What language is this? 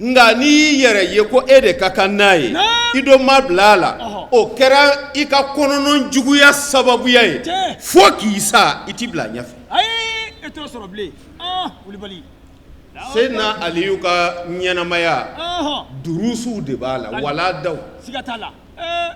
Bambara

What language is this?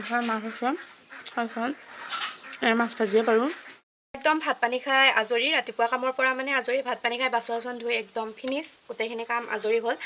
Assamese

